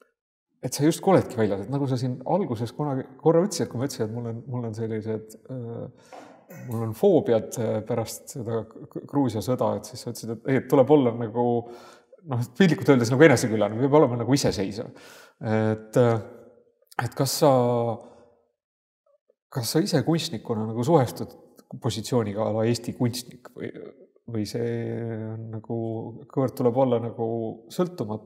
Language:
Estonian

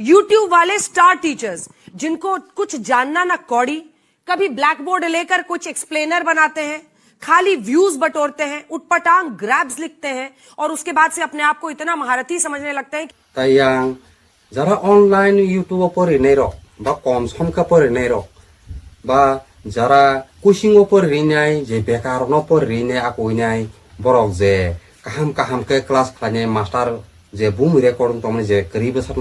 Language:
Kok Borok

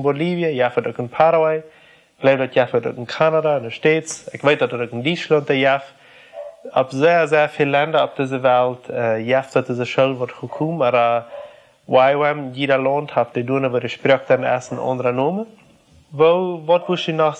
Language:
Plautdietsch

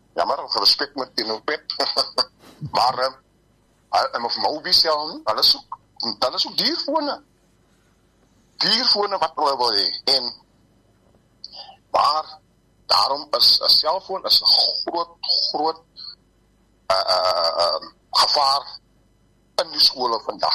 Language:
Afrikaans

